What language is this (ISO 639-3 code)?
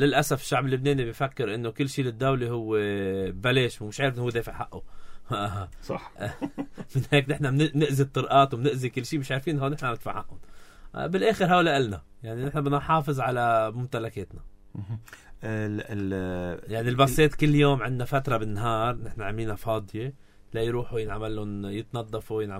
apc